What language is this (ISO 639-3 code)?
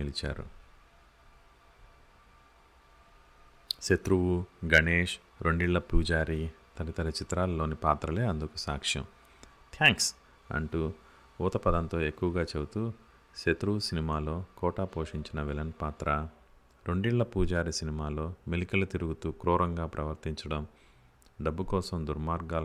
tel